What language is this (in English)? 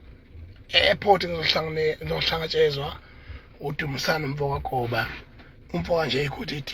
Zulu